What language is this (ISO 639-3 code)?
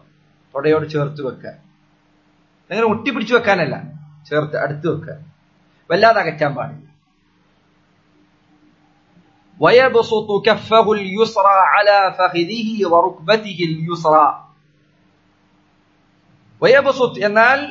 mal